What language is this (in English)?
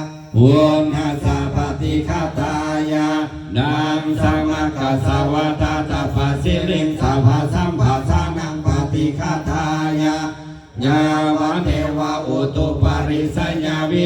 Pali